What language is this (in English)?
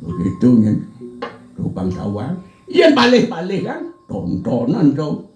Balinese